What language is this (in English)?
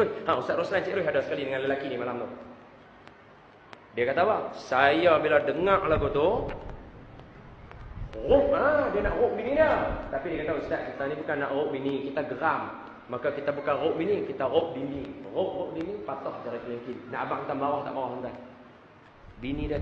Malay